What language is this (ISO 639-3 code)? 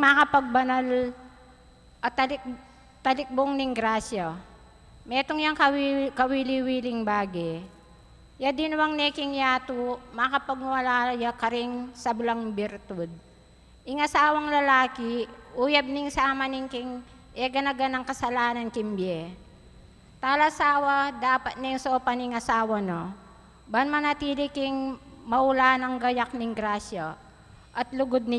pam